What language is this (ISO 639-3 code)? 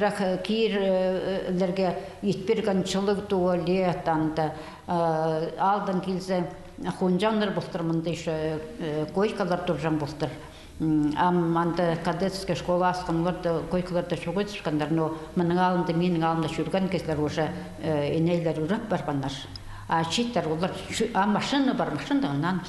kjh